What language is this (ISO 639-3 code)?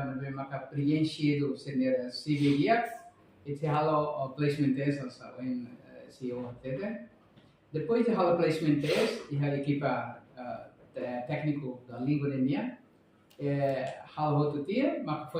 tet